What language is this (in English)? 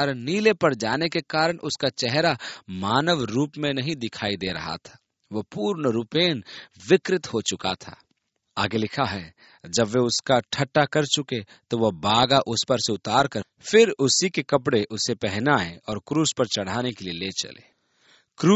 Hindi